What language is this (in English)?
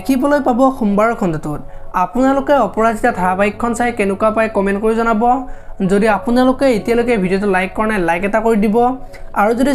Assamese